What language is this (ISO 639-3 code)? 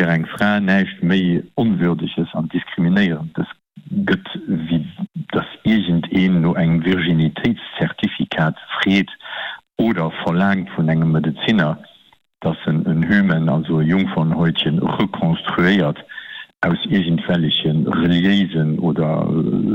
ltz